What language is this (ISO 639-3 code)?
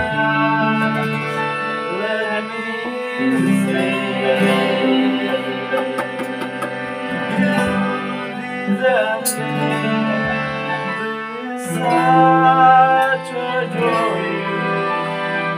eng